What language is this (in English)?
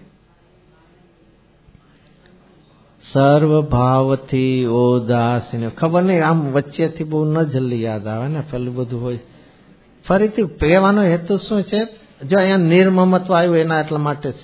Gujarati